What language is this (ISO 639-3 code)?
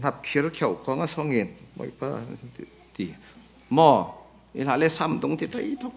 cfm